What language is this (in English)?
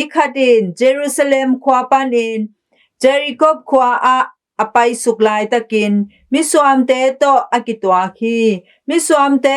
Tedim Chin